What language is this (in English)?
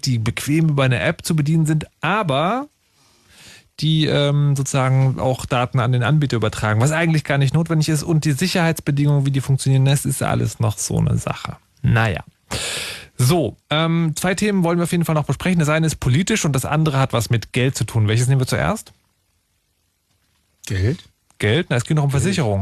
German